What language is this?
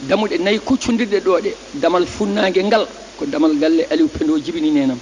Fula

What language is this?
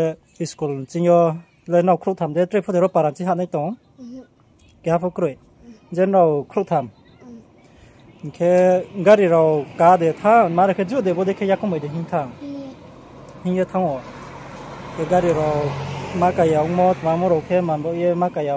Riang (India)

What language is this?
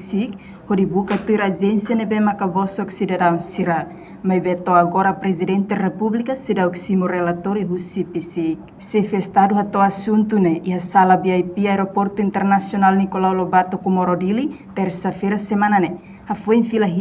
Tetum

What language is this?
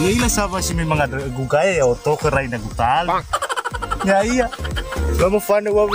Nias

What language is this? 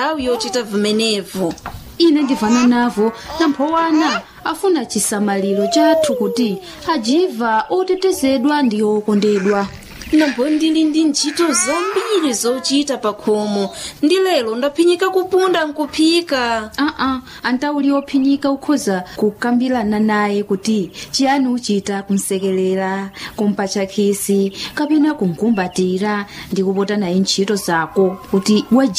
Nyanja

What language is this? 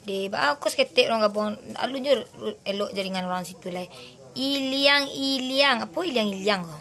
Minangkabau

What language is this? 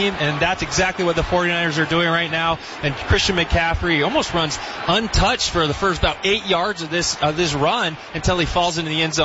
English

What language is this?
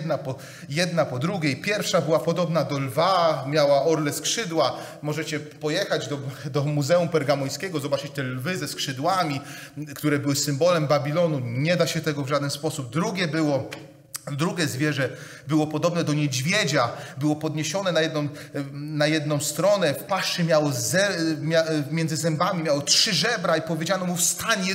Polish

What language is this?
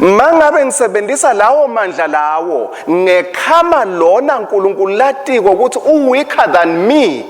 Swati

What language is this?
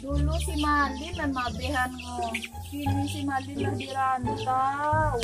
Minangkabau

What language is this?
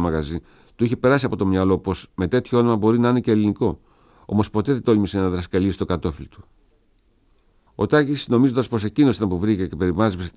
Greek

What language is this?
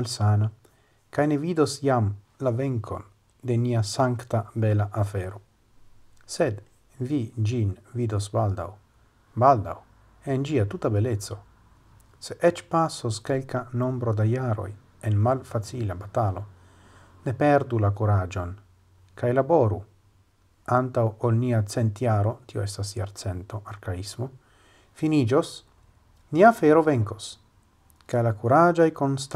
Esperanto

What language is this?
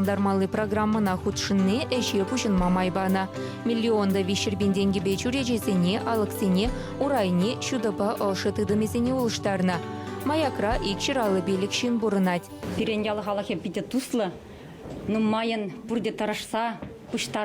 Chuvash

